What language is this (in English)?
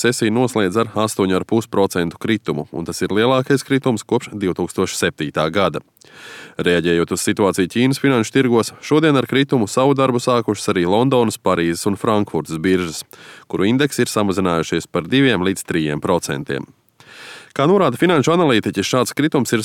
Latvian